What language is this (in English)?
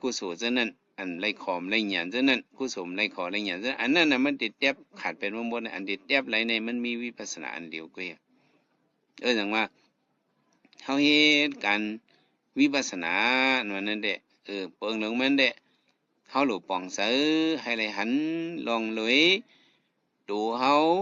Shan